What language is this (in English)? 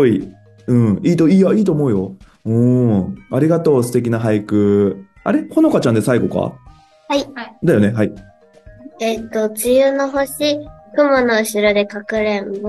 Japanese